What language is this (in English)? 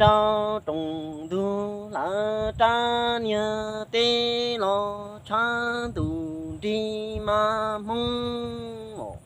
Hmong